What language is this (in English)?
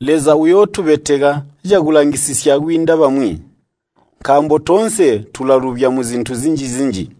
Tonga (Zambia)